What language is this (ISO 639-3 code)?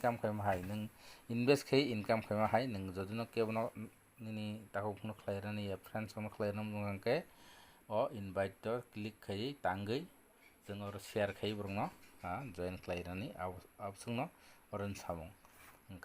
trp